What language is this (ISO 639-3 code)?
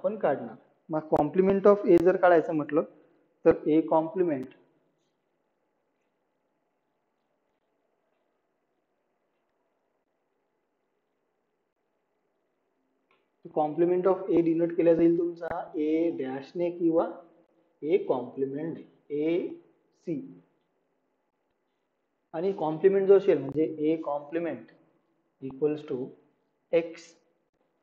mar